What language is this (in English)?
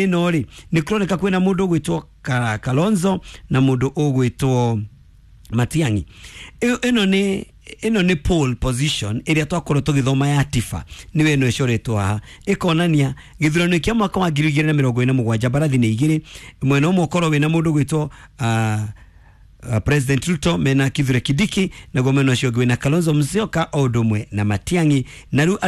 Kikuyu